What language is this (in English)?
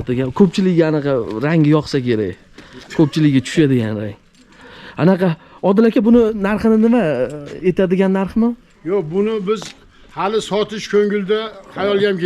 Uzbek